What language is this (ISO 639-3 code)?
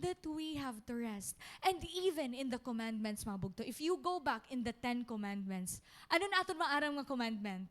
war